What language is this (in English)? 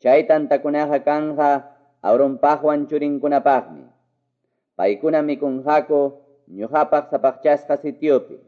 Quechua